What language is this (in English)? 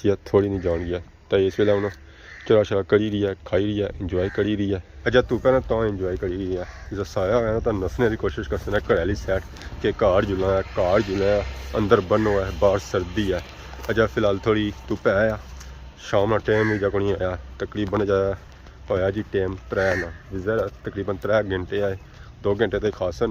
Pahari-Potwari